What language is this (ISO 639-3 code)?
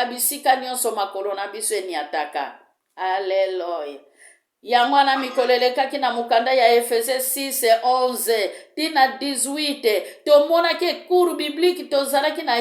lin